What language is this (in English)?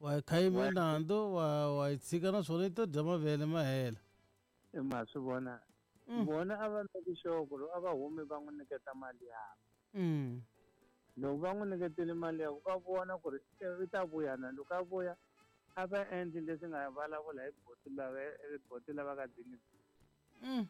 Tsonga